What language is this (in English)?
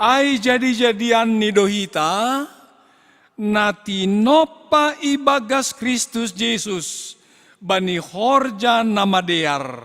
Batak Simalungun